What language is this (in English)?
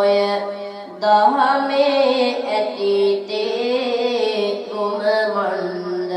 Sinhala